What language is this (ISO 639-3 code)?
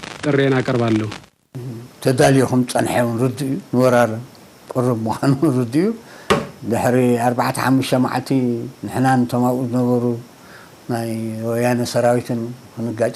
tir